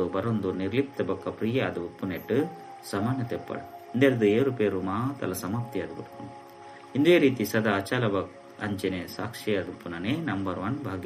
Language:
Tulu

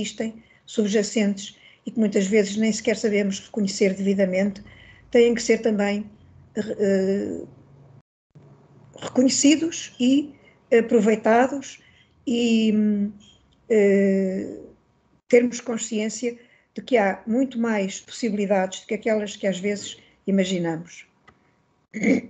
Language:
Portuguese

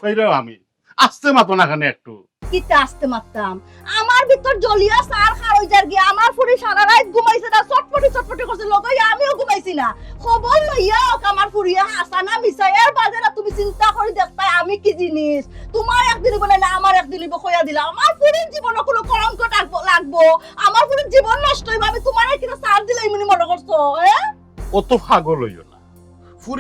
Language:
Sylheti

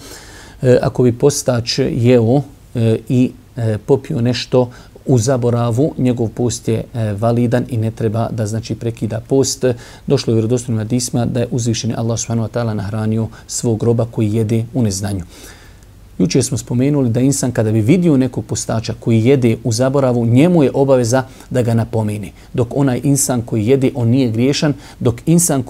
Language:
Bosnian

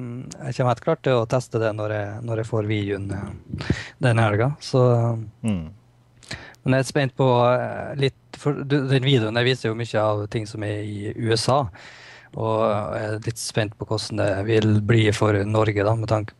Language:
Norwegian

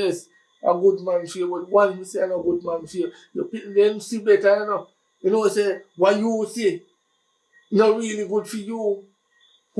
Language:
Jamaican Creole English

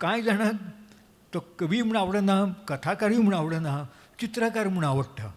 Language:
Konkani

